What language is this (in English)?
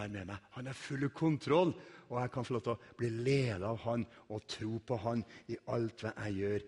Norwegian